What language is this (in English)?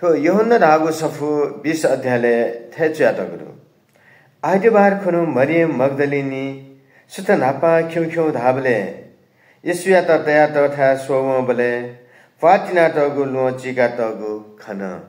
Newari